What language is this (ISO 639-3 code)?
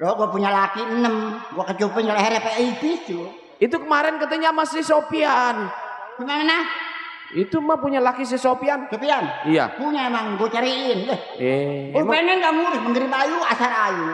bew